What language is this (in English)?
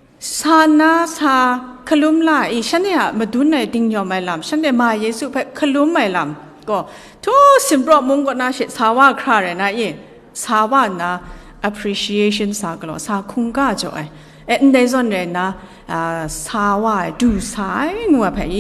Kachin